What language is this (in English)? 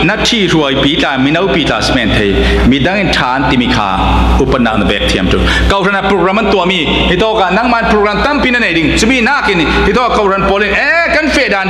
Falam Chin